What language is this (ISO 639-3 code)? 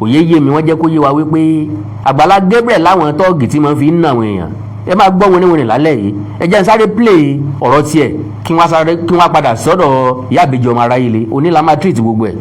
yor